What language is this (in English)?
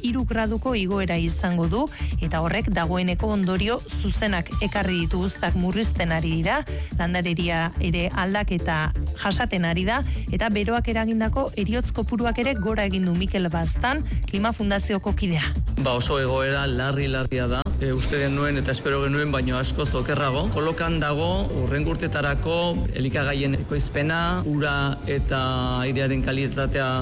Basque